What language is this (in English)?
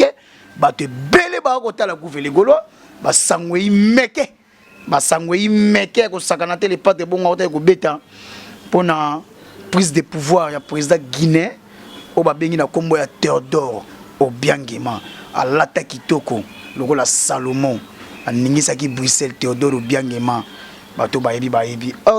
Lingala